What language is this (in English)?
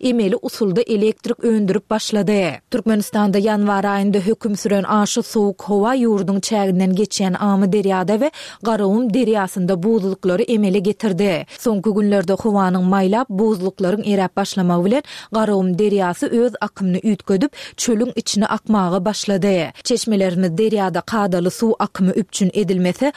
Turkmen